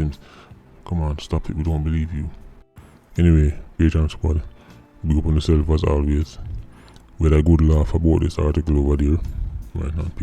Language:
Jamaican Creole English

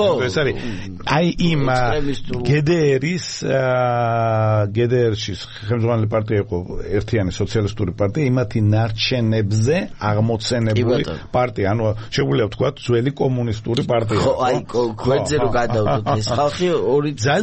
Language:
Georgian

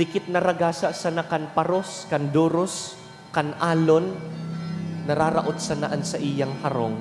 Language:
Bikol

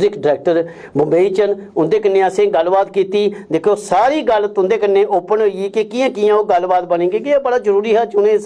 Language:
Dogri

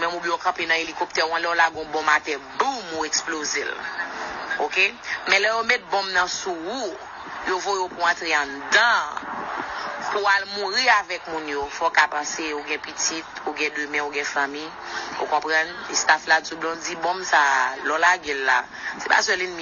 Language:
Haitian Creole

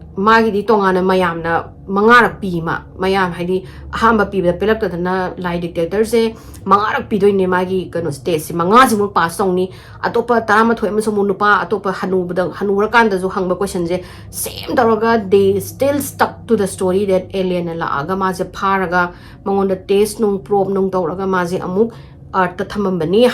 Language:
Manipuri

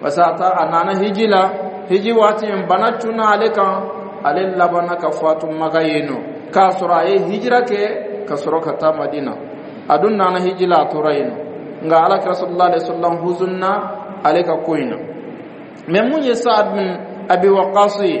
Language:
Dyula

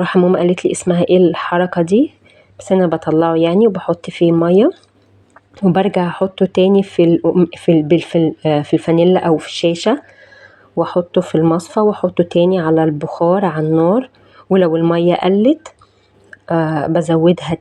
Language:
Egyptian Arabic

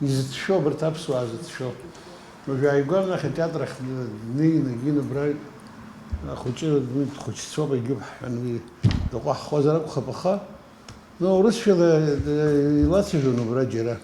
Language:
Abkhazian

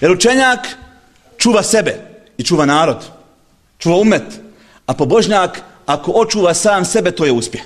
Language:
Bosnian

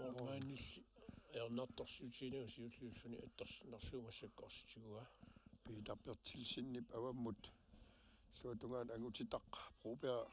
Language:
Kalaallisut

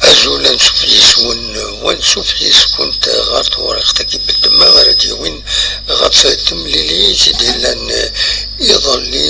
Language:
Kabyle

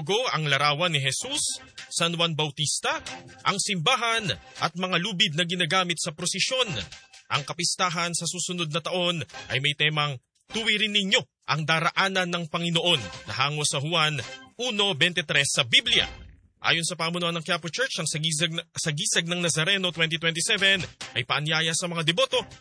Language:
Filipino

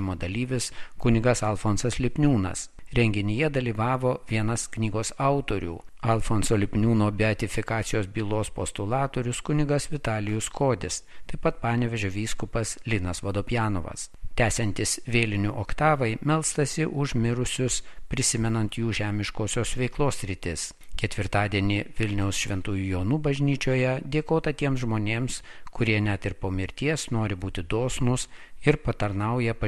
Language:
Lithuanian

